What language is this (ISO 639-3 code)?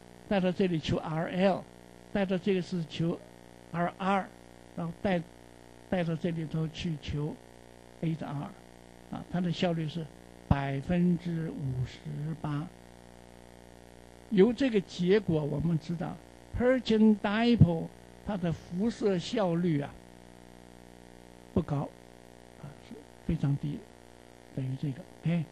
zho